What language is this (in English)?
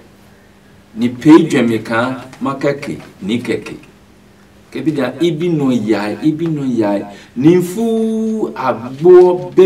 Adangme